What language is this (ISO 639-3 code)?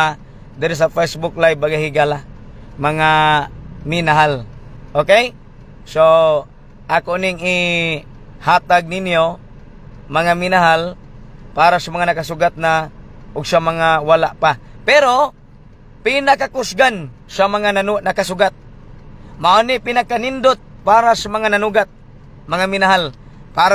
ceb